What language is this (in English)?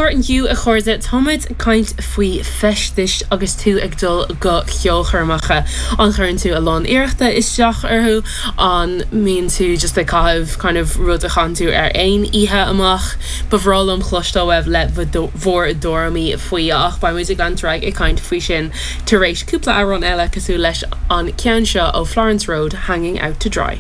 Irish